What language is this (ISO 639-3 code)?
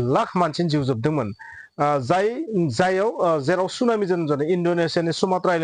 brx